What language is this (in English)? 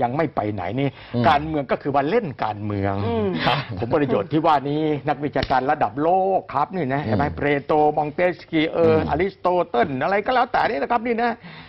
Thai